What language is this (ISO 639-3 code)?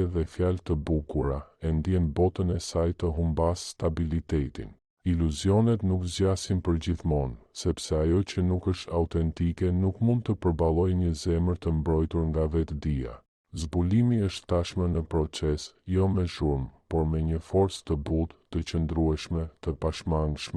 sqi